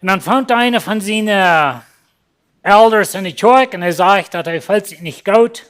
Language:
Plautdietsch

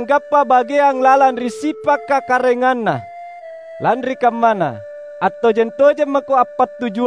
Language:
Makasar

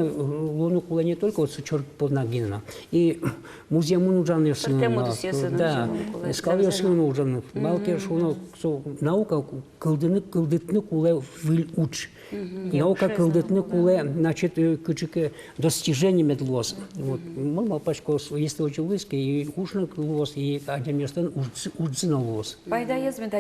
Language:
Udmurt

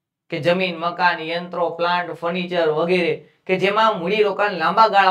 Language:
Gujarati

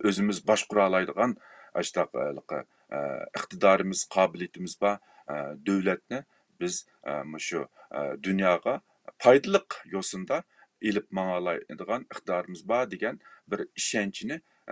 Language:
Uyghur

